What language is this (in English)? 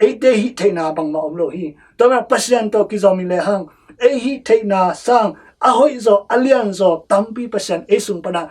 Tedim Chin